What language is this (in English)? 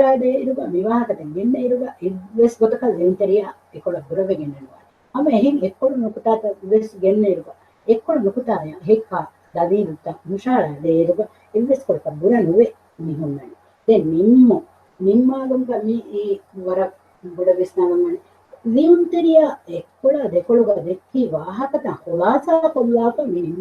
Divehi